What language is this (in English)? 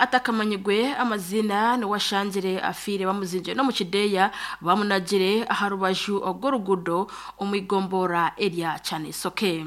Nyankole